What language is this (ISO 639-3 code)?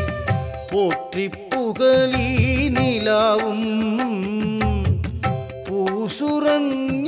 tam